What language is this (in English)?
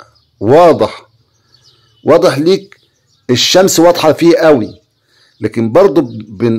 Egyptian Arabic